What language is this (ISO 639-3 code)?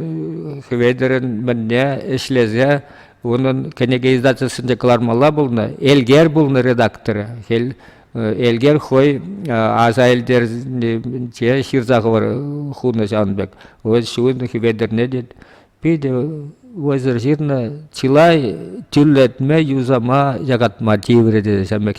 chv